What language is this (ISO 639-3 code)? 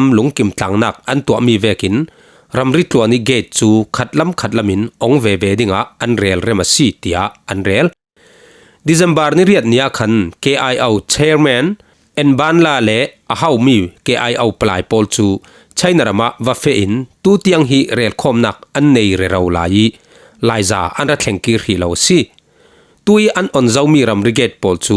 cfm